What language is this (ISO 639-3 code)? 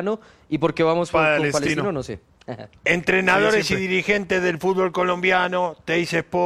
spa